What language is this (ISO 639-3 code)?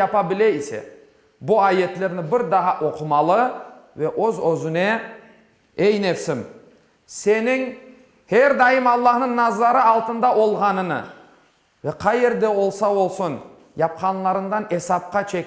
crh